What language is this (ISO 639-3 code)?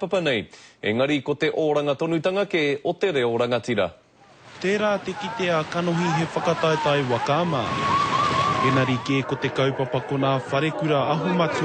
mri